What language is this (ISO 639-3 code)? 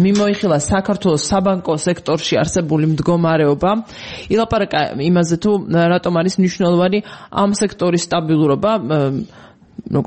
kat